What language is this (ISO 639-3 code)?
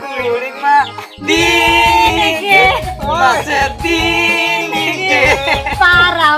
sat